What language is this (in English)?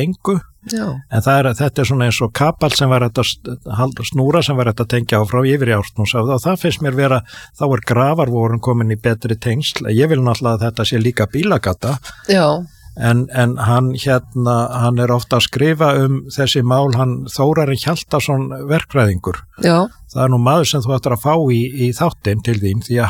Icelandic